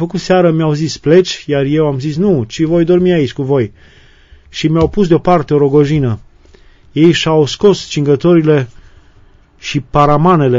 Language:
Romanian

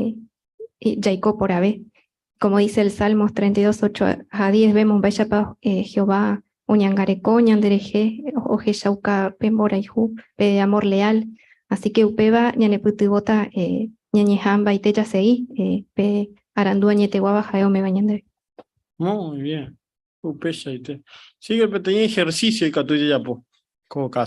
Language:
Guarani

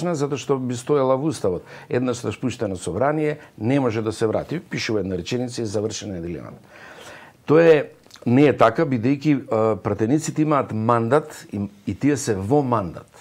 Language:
Macedonian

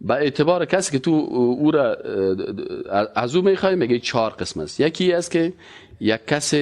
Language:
Persian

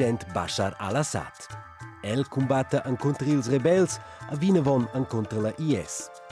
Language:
Romansh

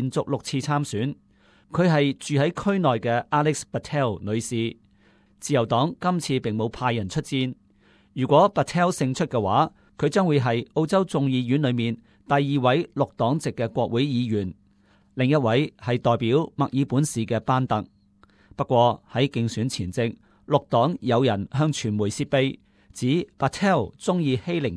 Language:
Cantonese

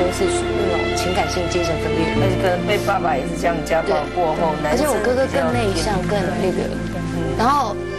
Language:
Chinese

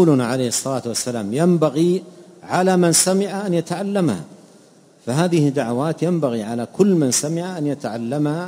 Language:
Arabic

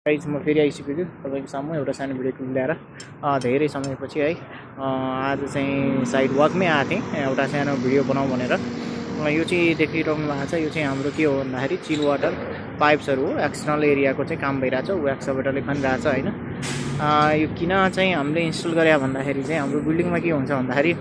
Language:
Nepali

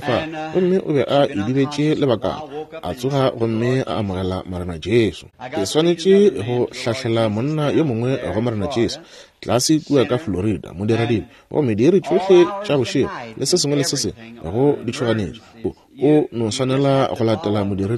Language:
Northern Sotho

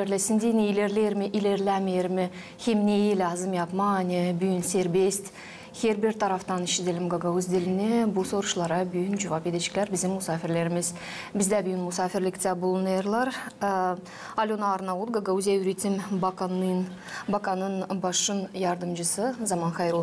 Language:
Gagauz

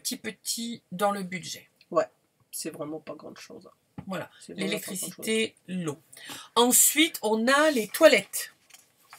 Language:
French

